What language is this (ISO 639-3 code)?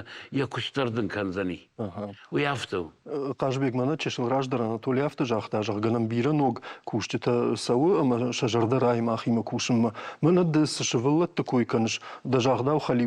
oss